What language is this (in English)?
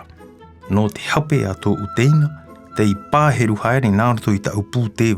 Tahitian